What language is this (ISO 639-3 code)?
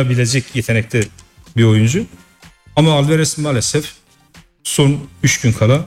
tur